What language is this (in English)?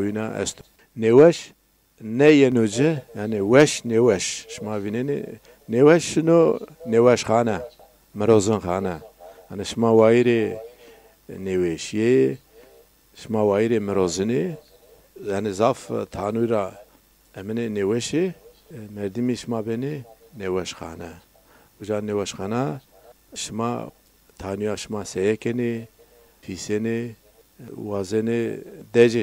Zaza